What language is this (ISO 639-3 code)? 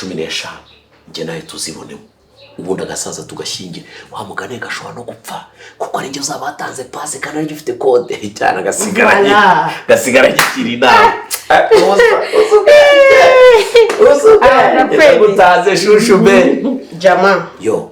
kin